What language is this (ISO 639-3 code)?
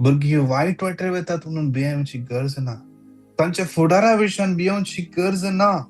kok